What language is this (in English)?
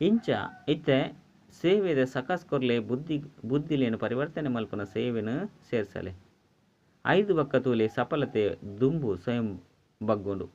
Tulu